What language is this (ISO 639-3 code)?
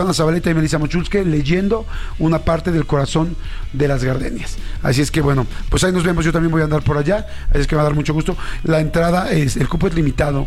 spa